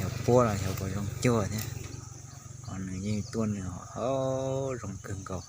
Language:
Hmong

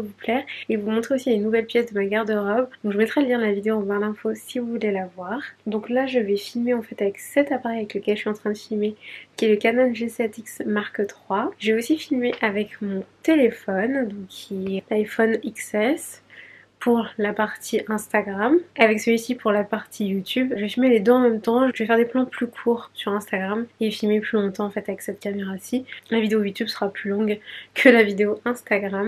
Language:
French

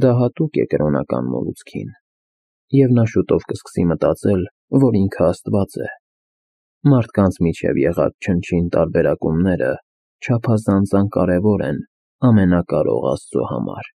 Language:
Armenian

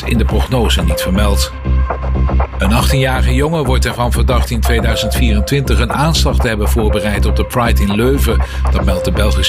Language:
Dutch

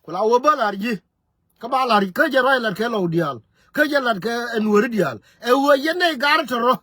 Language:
Nuer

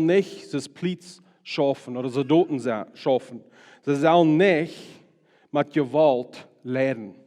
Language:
Plautdietsch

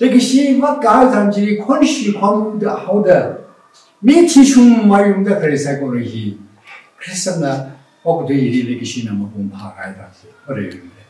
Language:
Tangkhul Naga (India)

